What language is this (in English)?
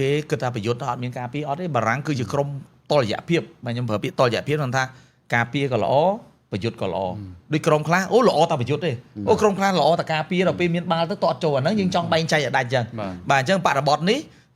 Khmer